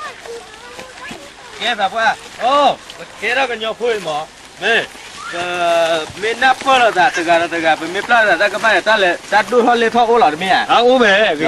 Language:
S'gaw Karen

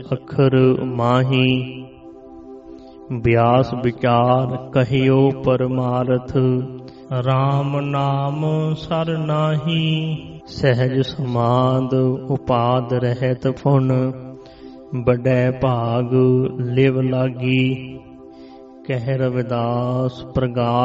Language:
Punjabi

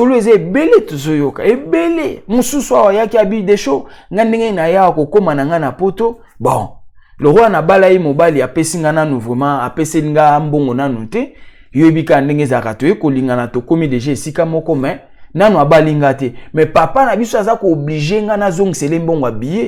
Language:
Lingala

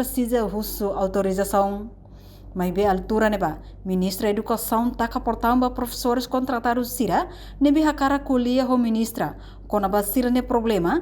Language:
Tetum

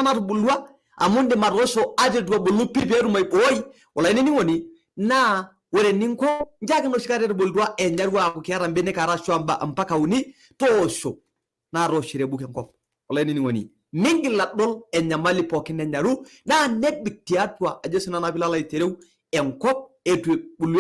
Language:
Masai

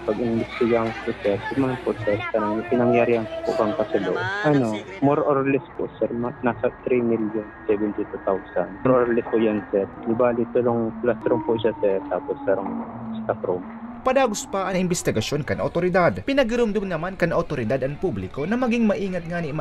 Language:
Bikol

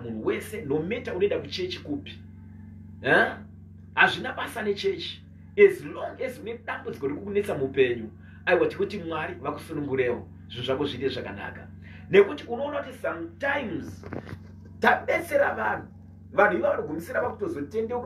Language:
Shona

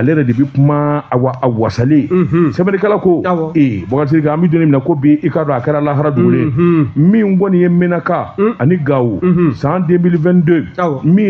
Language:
Bambara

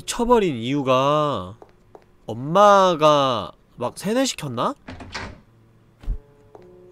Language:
Korean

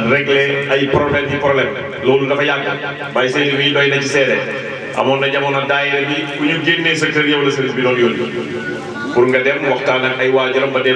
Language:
Wolof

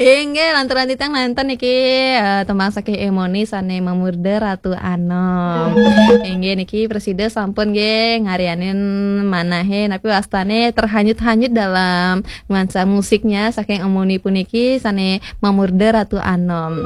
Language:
Balinese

